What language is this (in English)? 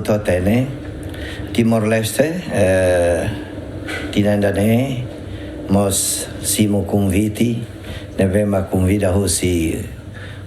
Tetum